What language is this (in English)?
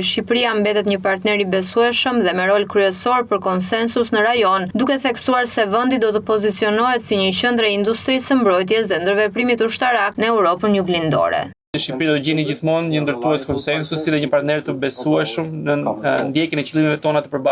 Albanian